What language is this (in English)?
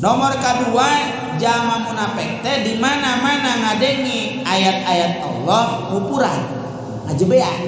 Sundanese